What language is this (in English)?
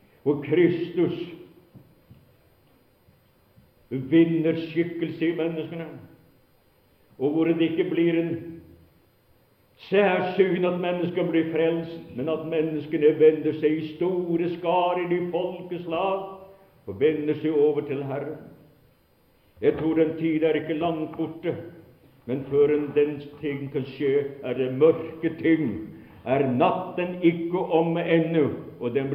Norwegian